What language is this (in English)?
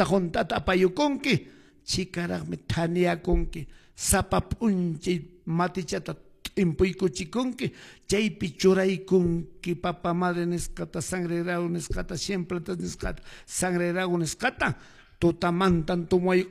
Quechua